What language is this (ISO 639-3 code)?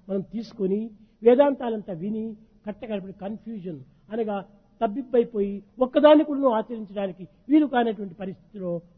tel